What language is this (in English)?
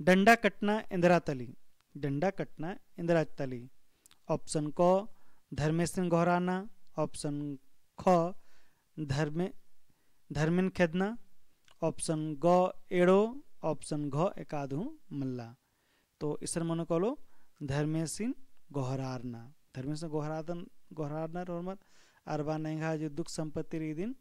Kurukh